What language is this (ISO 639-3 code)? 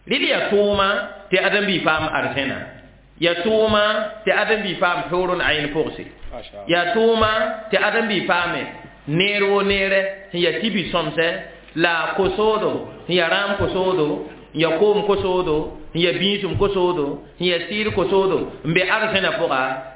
mos